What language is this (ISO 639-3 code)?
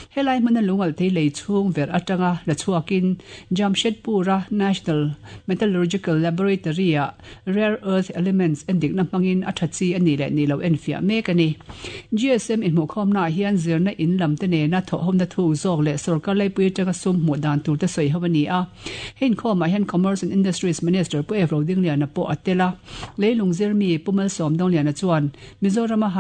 lus